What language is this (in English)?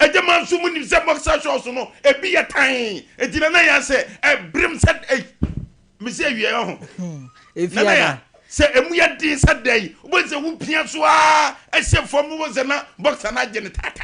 Akan